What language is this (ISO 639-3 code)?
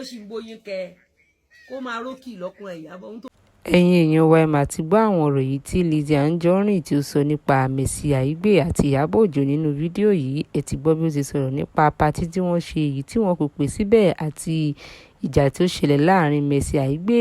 yor